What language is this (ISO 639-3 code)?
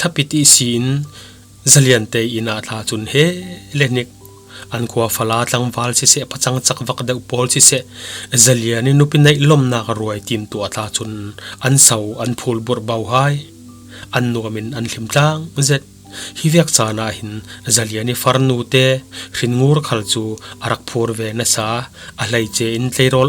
cfm